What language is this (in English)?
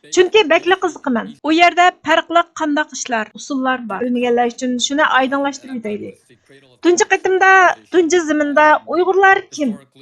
Uyghur